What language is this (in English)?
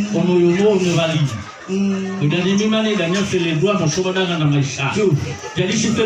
Nias